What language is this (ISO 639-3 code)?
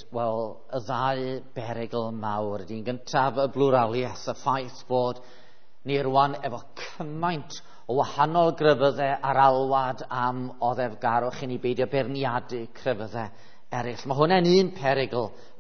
cym